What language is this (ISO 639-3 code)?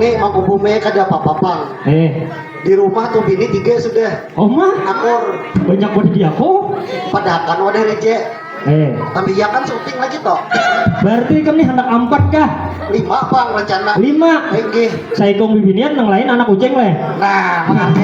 bjn